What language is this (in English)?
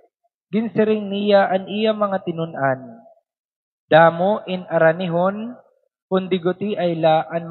Waray